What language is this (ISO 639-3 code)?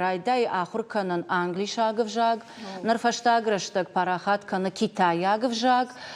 oss